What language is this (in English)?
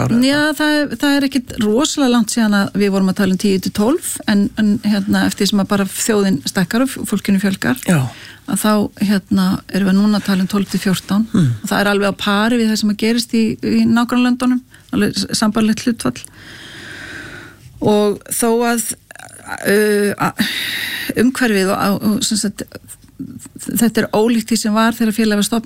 Icelandic